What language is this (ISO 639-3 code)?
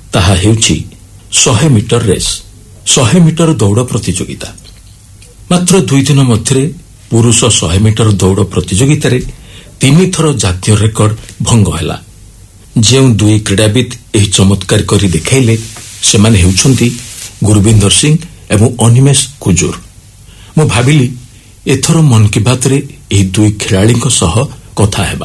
ori